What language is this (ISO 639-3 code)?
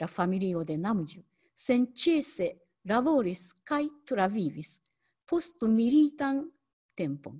epo